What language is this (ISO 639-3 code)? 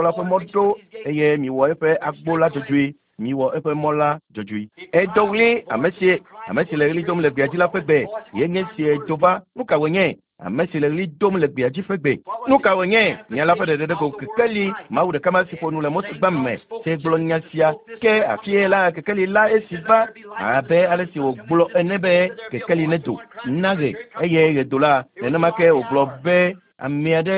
ewe